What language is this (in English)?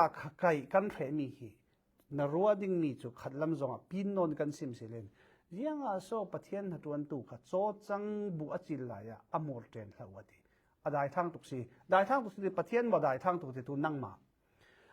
Falam Chin